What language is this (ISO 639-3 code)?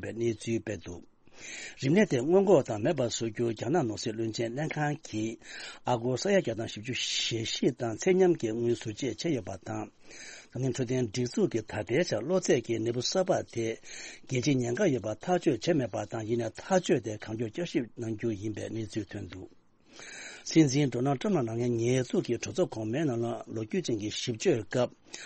bod